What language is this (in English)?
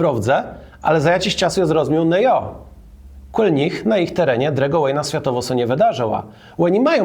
Kashubian